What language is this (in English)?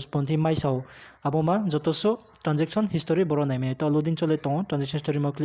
Riang (India)